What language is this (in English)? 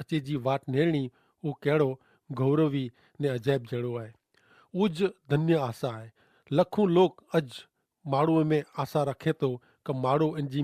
Kachhi